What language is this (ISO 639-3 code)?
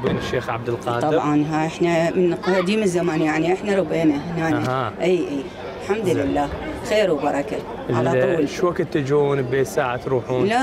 acm